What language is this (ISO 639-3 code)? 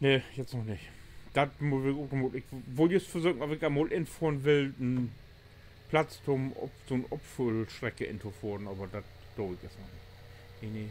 nds